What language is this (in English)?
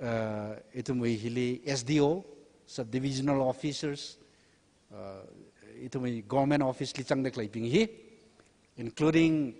Tangkhul Naga (India)